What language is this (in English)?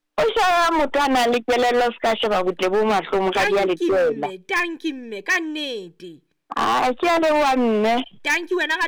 Southern Sotho